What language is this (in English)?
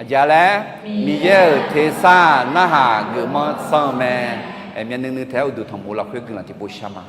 Akha